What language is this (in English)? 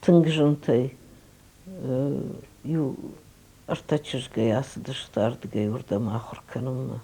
Ossetic